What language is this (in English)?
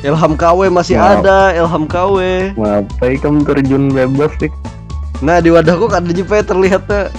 Banjar